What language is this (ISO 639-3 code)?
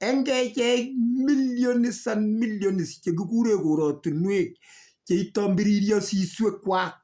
kln